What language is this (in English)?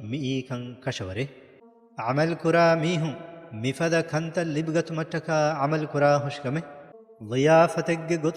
Divehi